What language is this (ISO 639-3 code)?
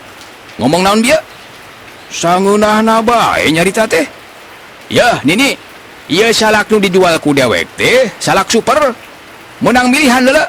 sun